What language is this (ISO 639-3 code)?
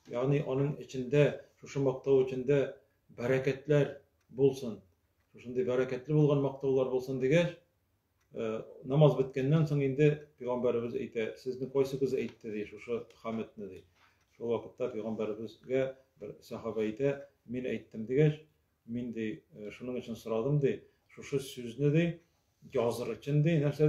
tat